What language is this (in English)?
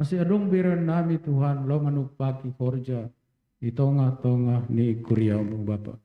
Batak Simalungun